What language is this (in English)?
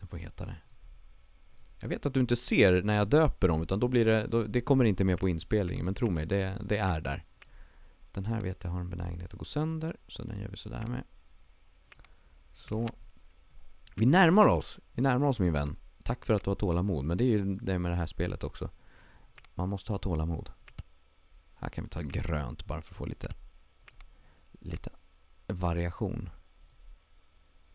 Swedish